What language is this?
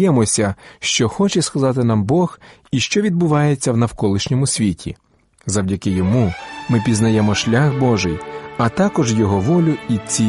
Ukrainian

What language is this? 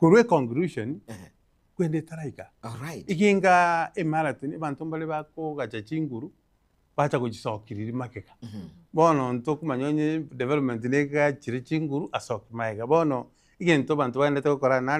Gusii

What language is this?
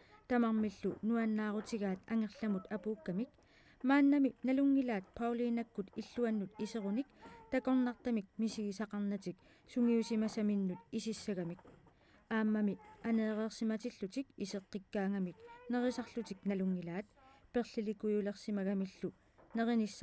Kalaallisut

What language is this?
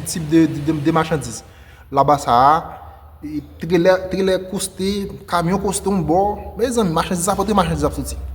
Haitian Creole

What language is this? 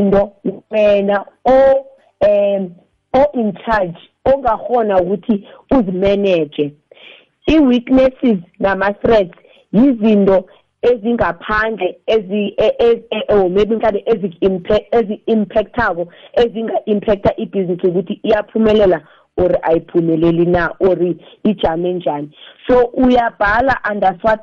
South Ndebele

